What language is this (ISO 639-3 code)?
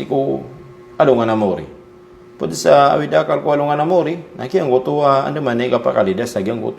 mrw